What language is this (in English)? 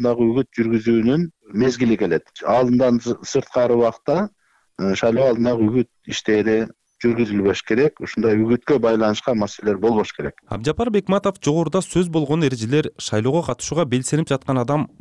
Kyrgyz